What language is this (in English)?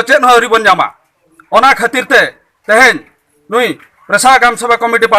Santali